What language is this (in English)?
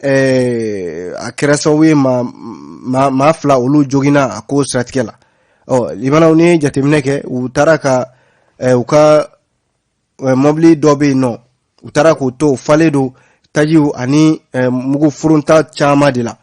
Bambara